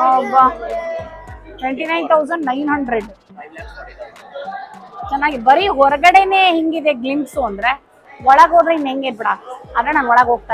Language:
Kannada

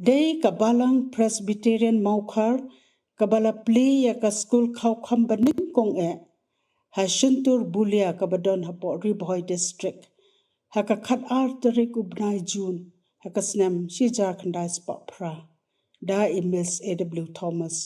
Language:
Khasi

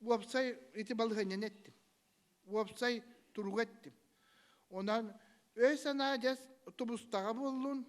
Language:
Yakut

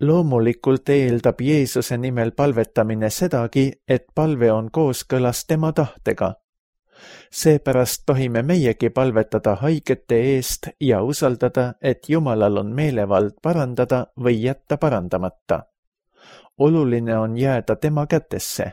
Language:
Estonian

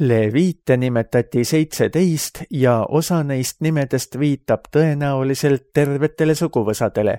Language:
Estonian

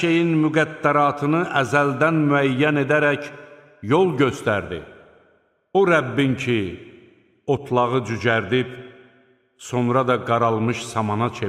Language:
Azerbaijani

